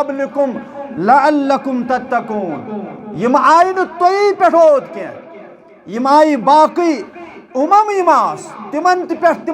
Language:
Kashmiri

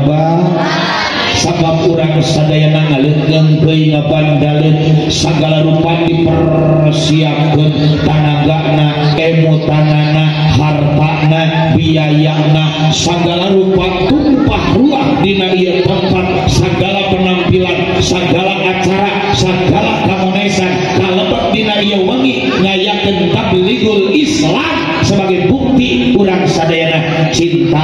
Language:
Sundanese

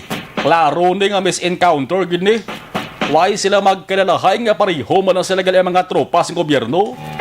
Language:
Hiligaynon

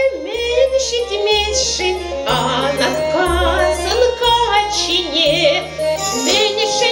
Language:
Chuvash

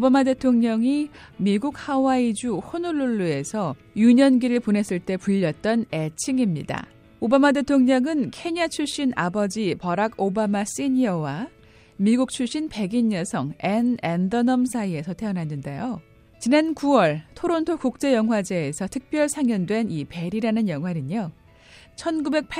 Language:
Korean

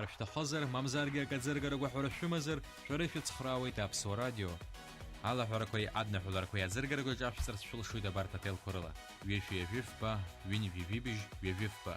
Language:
Abkhazian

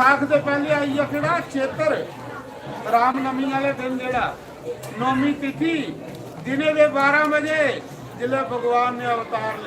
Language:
Dogri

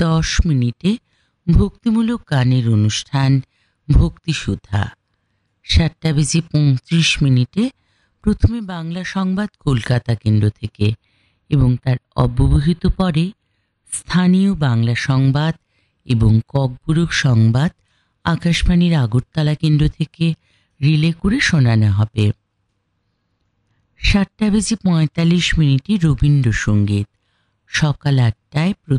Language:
Bangla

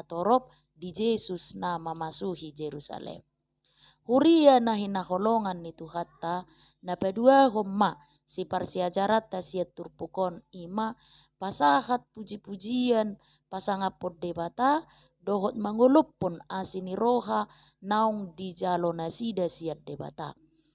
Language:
Batak Toba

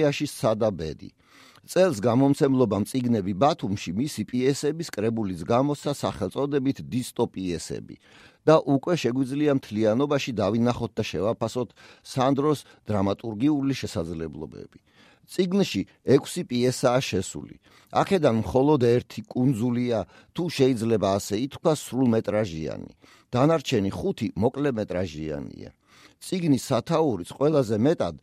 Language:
Georgian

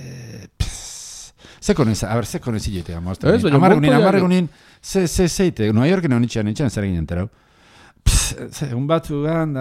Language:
Basque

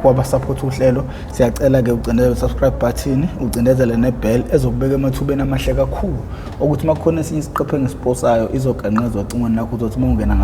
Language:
Zulu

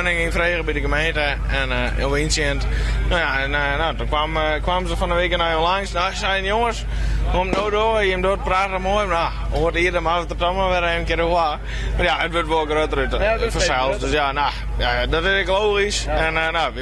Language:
Western Frisian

